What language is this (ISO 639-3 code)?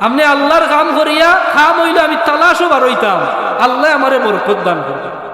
syl